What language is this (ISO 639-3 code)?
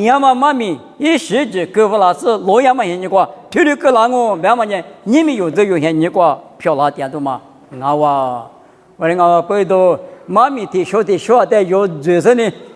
lis